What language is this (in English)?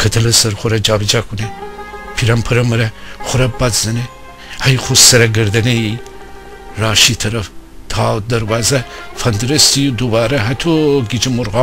Gilaki